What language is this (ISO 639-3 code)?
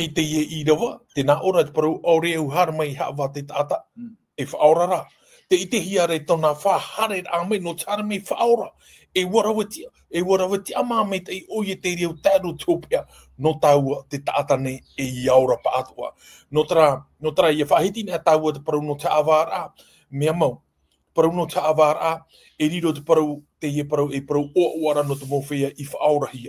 tah